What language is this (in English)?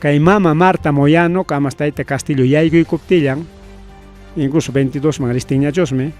Ayacucho Quechua